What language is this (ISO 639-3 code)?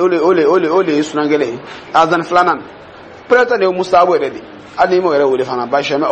dyu